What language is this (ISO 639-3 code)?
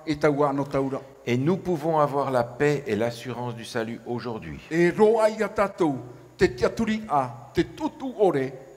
tah